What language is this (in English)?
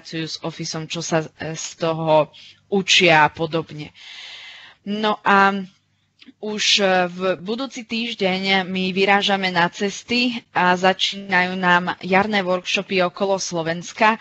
Slovak